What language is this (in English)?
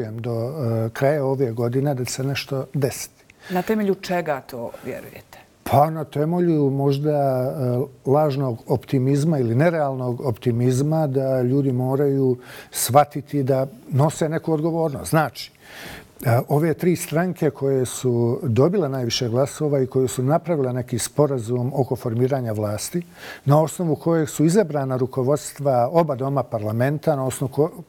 Bosnian